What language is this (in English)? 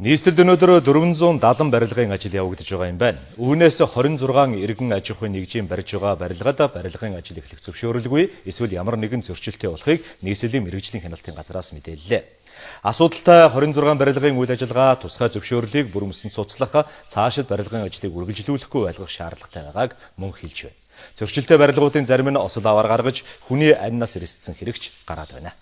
Mongolian